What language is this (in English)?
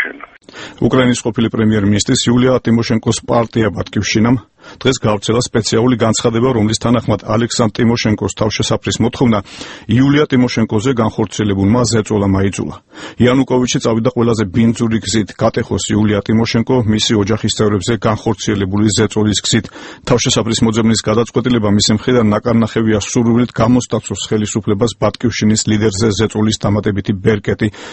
Georgian